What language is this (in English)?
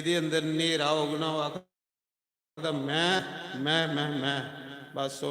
Dogri